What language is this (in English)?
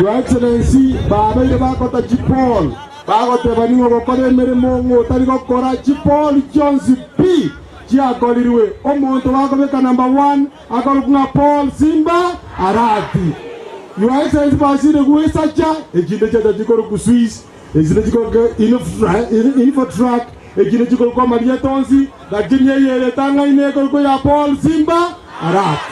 Gusii